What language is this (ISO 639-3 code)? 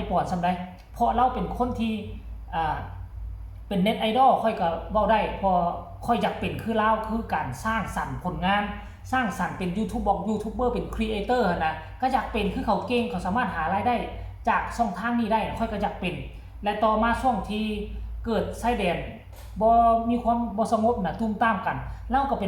lao